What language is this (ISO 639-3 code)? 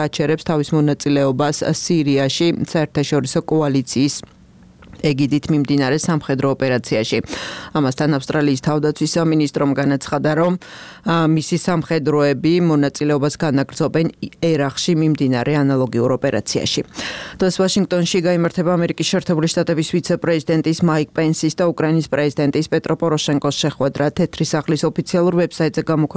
kat